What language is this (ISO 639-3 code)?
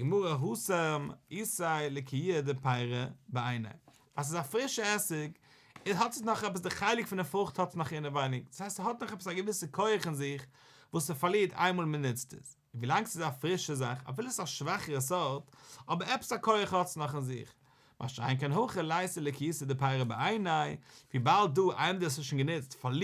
yid